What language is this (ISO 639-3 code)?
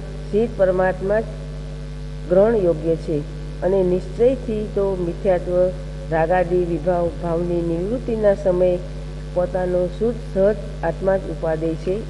guj